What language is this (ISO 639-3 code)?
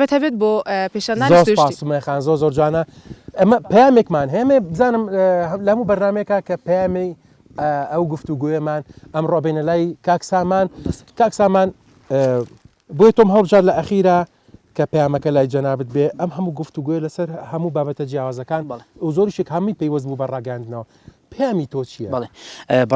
ckb